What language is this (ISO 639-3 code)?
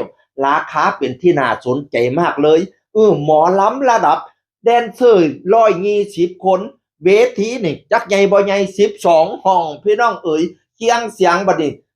tts